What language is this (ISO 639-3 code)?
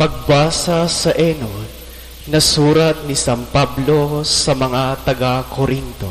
bik